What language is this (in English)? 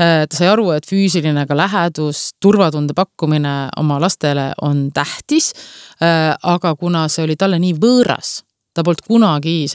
Estonian